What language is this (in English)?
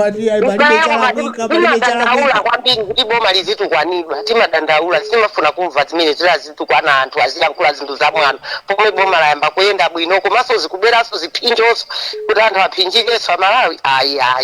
Nyanja